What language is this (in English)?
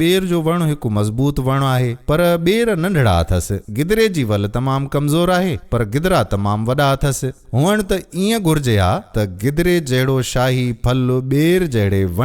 Sindhi